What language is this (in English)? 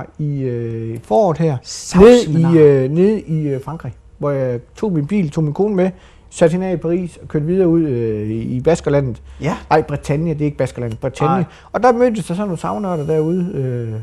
Danish